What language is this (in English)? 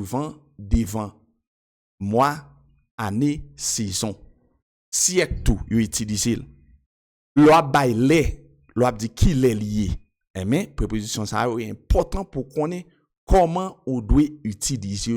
Haitian Creole